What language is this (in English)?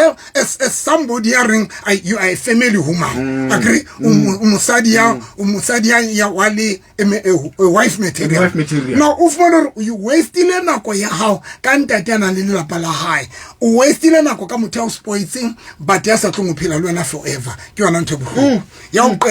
Southern Sotho